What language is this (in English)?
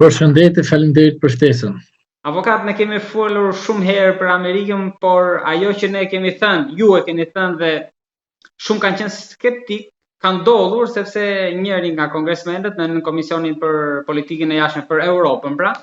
Albanian